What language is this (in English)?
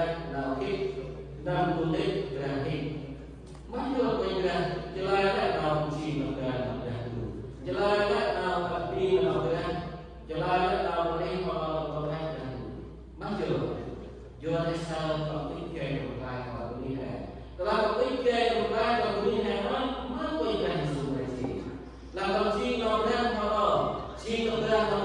Central Mnong